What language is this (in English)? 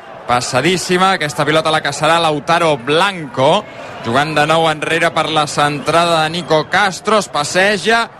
Catalan